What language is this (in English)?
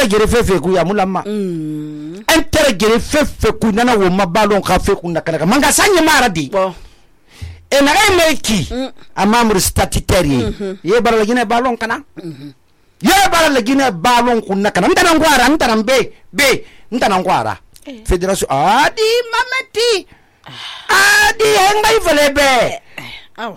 Susu